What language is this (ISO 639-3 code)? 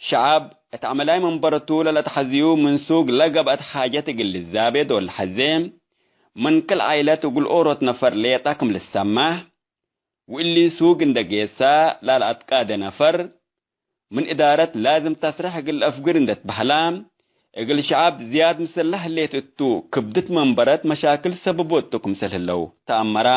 tig